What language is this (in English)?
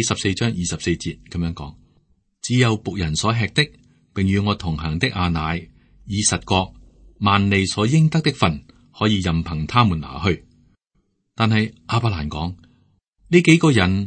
Cantonese